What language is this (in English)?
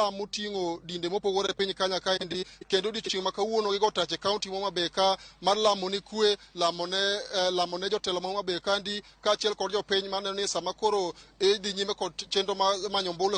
Luo (Kenya and Tanzania)